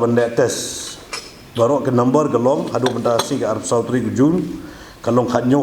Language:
Khasi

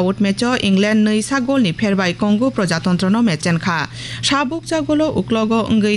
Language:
Kok Borok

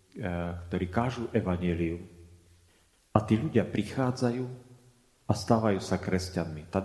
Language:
Slovak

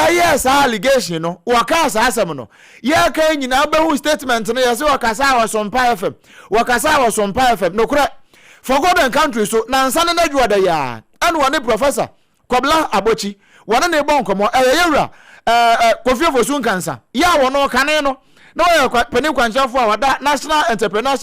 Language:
Akan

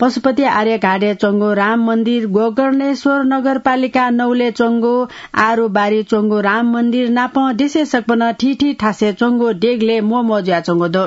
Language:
Newari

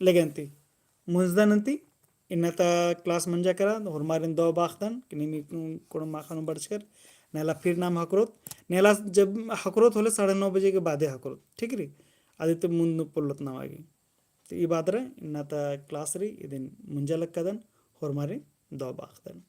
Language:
Kurukh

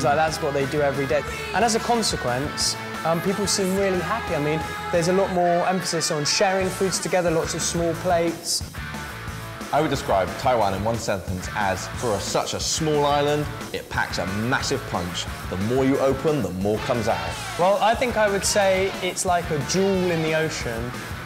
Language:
English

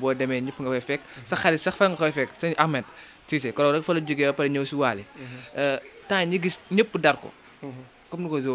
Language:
Wolof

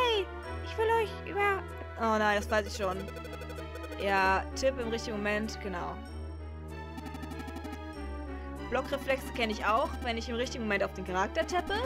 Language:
German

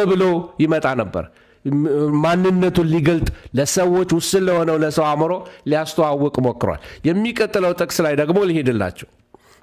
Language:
Amharic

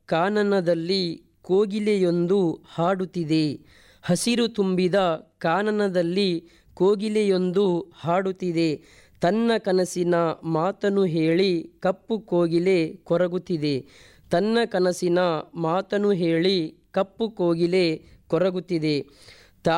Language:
Kannada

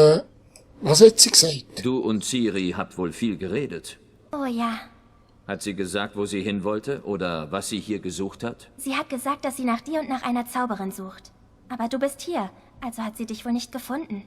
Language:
Swiss German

